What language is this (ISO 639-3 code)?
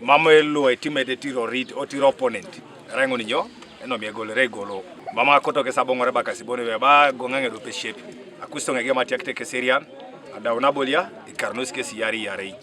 teo